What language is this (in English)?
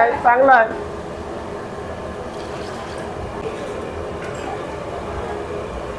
Marathi